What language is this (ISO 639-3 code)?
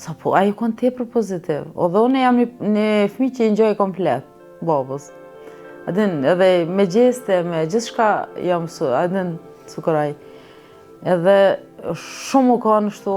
sqi